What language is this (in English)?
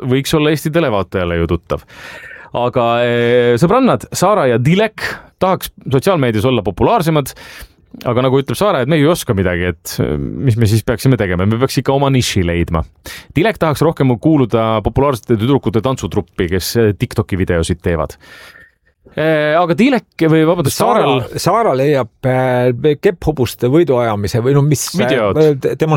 Estonian